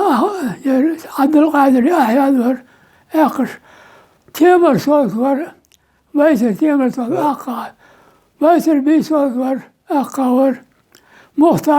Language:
Chechen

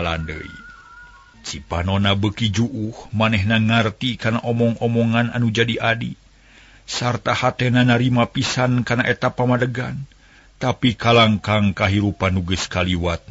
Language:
Sundanese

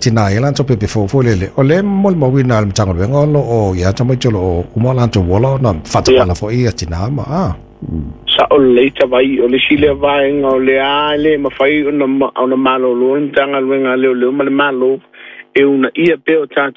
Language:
Samoan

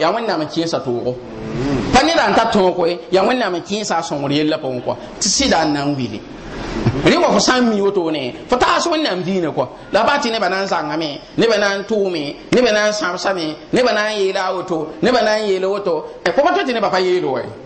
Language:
Mossi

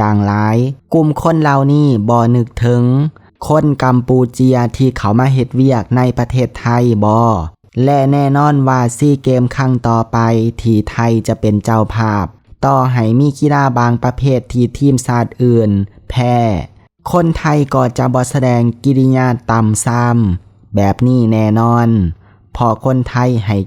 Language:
Lao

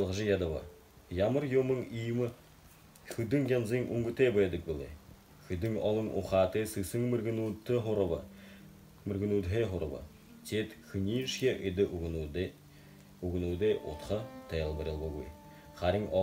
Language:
Buriat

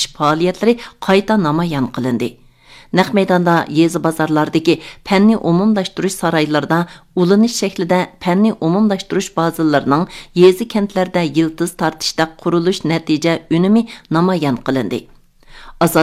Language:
Uyghur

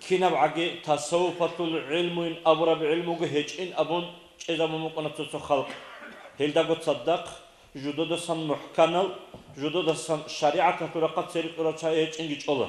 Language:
Avaric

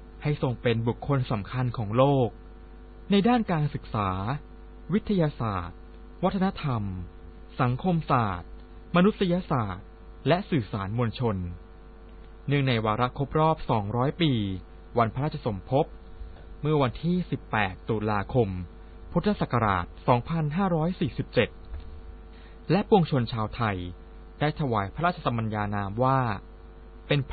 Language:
Thai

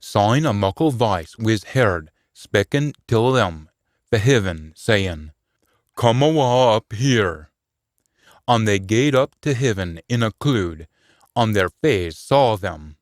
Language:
Scots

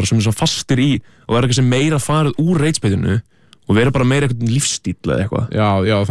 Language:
Icelandic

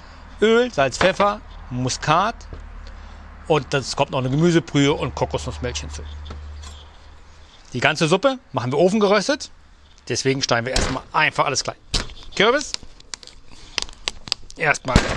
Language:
German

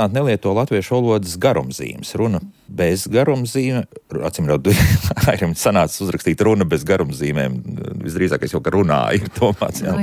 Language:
Latvian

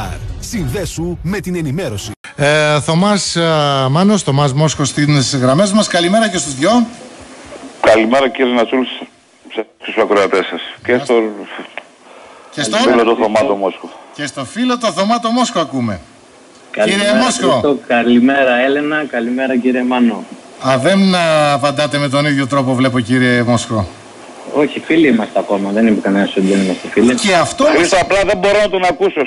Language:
Greek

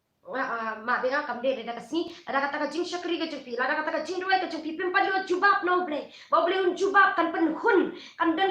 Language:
Khasi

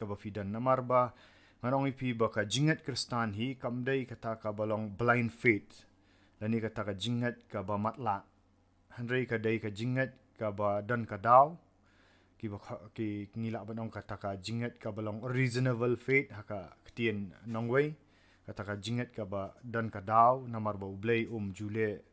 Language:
Khasi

